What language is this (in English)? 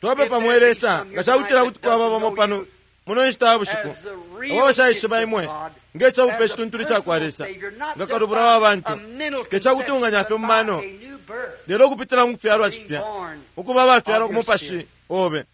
Bemba